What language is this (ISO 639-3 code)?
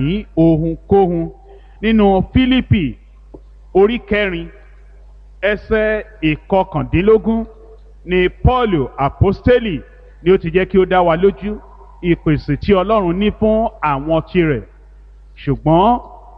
yor